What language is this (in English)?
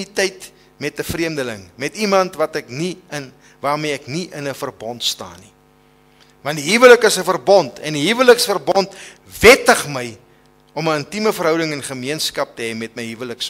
Afrikaans